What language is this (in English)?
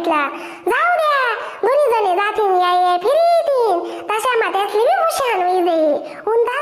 Khandesi